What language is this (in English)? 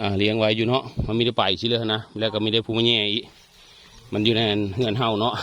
Northeastern Thai